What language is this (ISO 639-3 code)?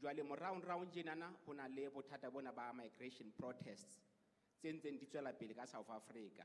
sot